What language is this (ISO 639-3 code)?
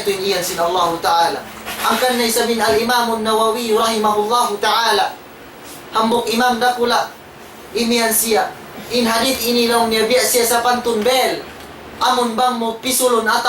tsg